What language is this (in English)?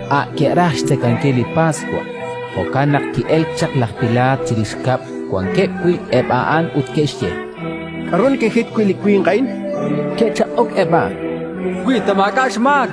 Kekchí